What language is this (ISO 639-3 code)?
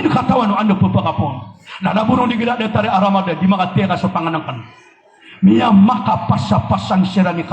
mrw